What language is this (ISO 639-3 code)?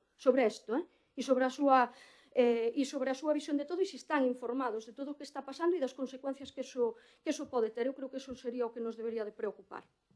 glg